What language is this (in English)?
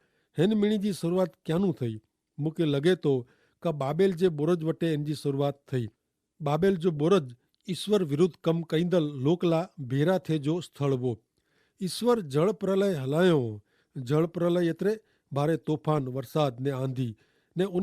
Kachhi